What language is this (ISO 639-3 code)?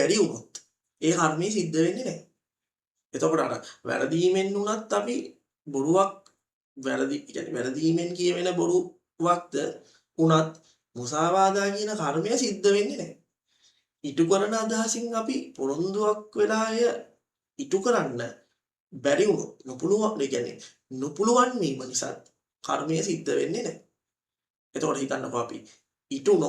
sin